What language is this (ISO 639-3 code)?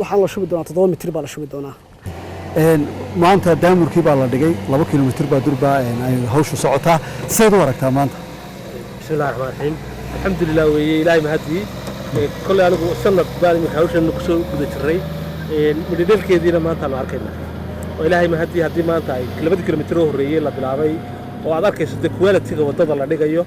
som